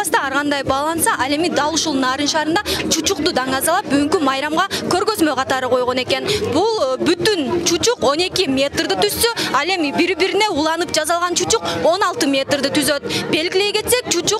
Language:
Kyrgyz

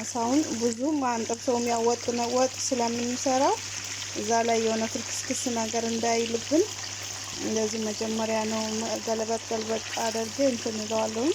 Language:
Amharic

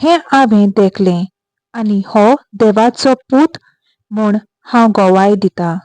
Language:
Konkani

